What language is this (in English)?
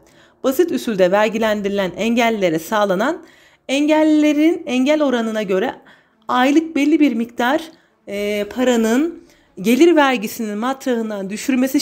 Turkish